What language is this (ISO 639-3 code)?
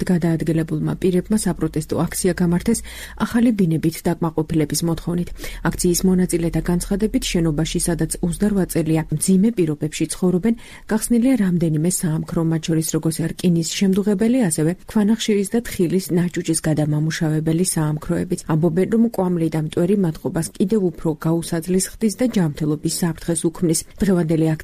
kat